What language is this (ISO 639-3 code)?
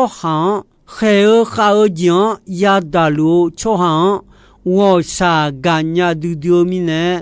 ahk